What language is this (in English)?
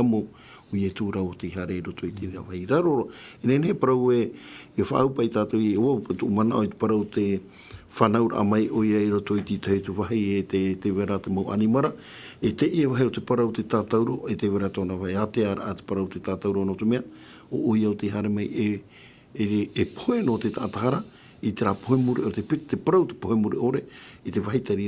Tahitian